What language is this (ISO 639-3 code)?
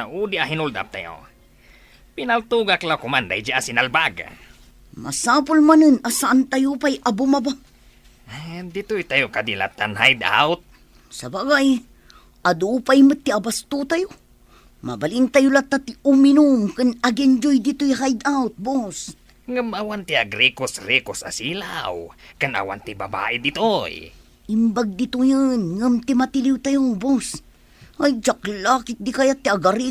ilo